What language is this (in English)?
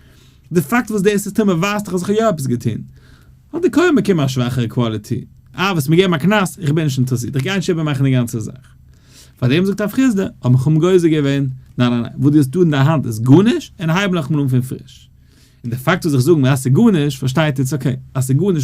Yiddish